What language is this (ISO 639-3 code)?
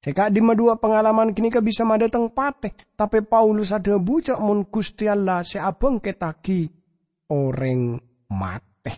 mad